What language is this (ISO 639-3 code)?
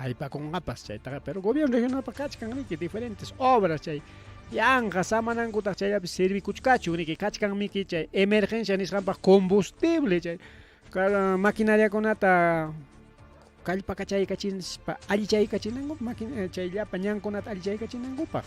quy